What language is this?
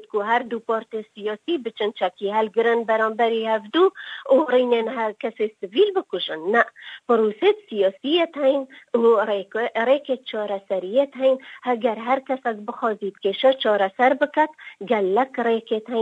Kurdish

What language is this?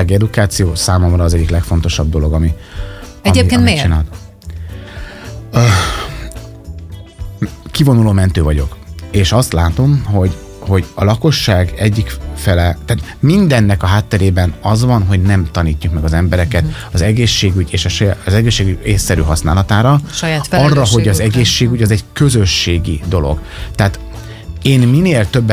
Hungarian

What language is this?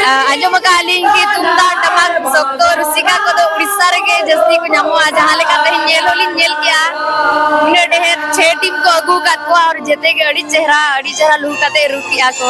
Santali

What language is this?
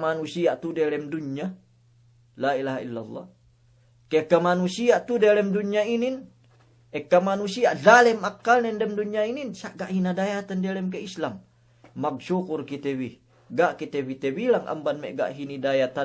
Yakan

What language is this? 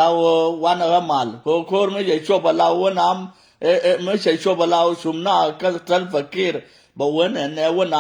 Nuer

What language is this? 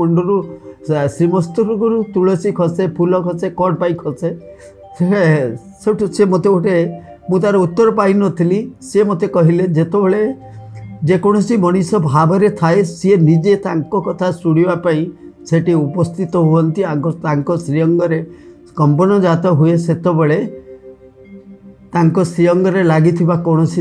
Odia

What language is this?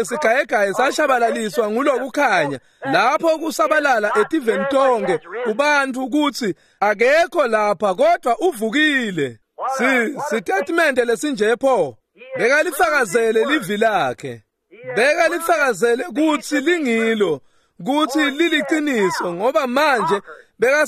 Swati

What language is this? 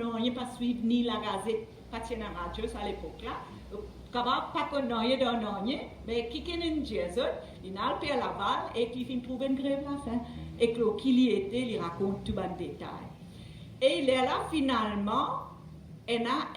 Morisyen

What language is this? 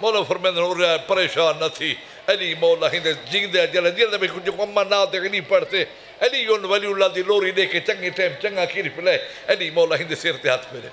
Saraiki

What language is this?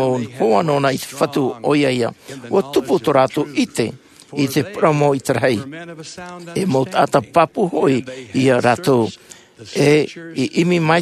Tahitian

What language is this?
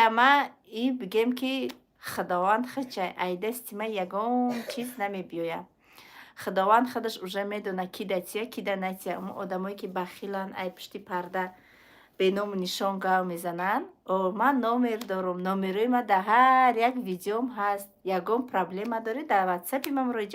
Tajik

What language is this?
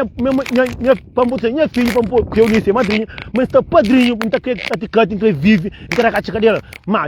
Kabuverdianu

